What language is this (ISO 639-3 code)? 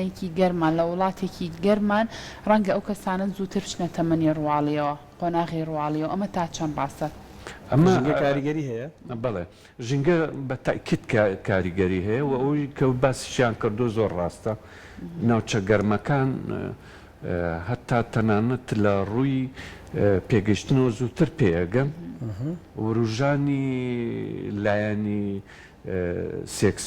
ckb